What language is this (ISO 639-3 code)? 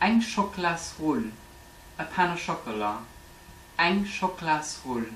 ltz